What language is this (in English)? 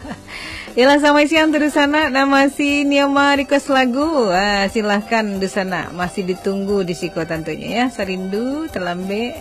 Minangkabau